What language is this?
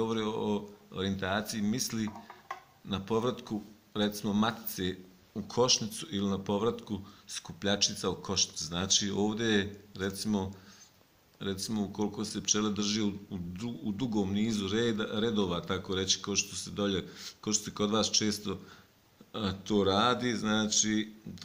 Bosnian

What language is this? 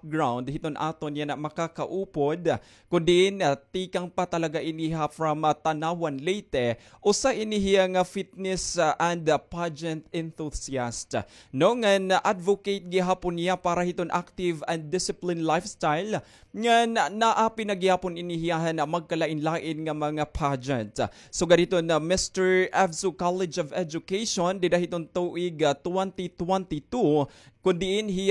Waray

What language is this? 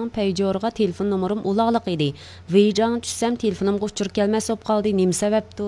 Uyghur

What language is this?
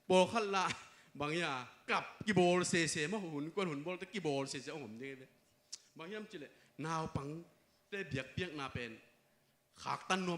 Tedim Chin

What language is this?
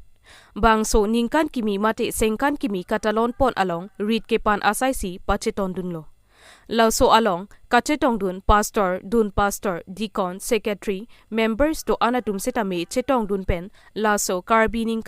Karbi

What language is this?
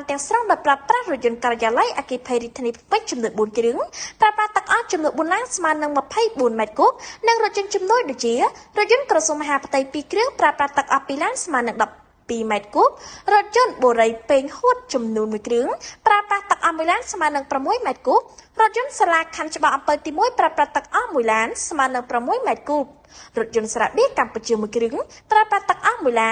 Khmer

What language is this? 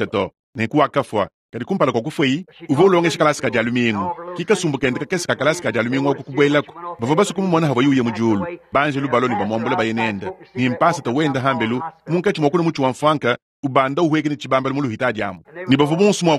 Luba-Lulua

